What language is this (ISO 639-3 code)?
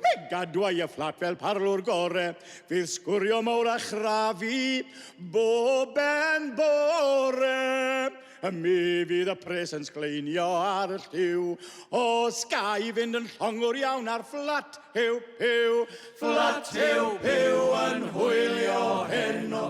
cym